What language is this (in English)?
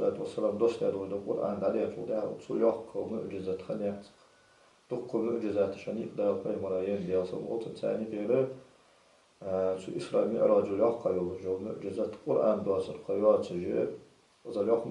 Ingush